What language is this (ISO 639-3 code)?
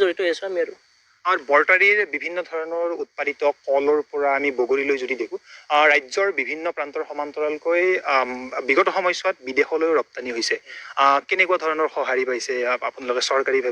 asm